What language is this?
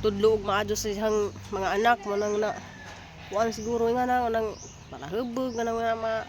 Cebuano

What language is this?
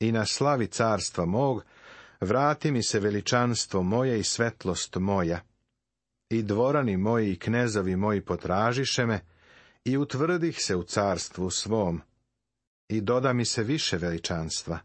Serbian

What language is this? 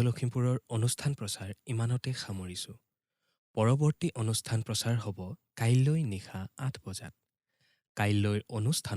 Assamese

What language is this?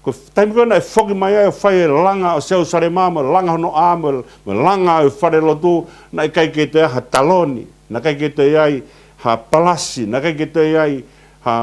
Tongan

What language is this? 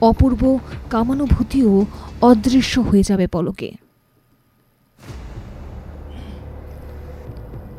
Bangla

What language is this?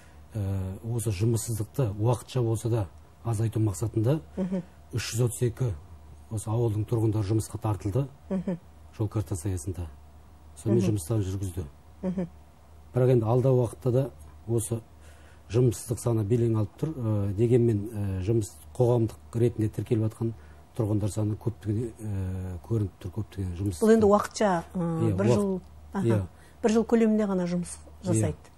Kazakh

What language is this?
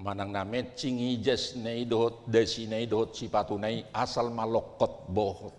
Batak Toba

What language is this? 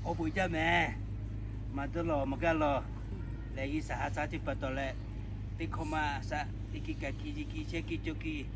Lahu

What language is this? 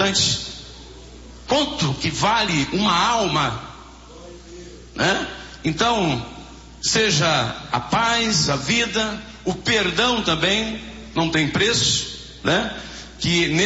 Portuguese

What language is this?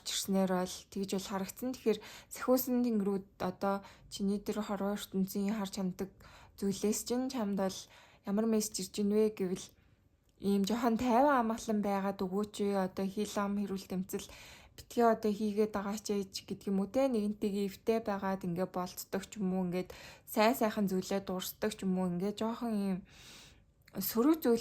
Mongolian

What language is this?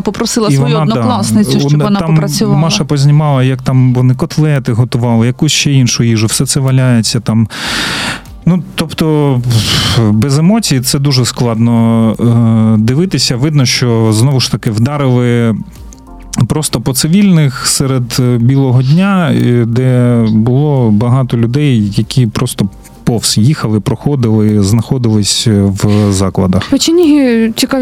Ukrainian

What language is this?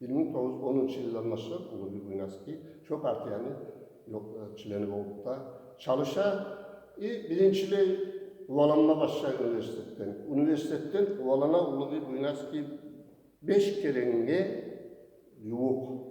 Kumyk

